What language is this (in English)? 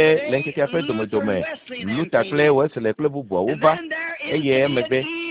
Ewe